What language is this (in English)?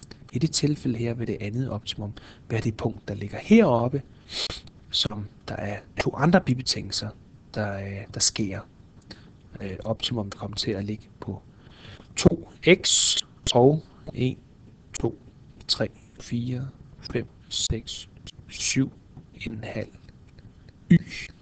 Danish